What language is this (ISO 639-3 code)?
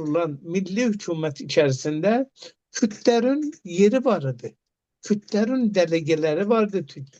aze